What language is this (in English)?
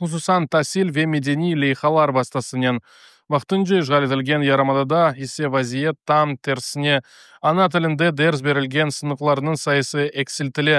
Crimean Tatar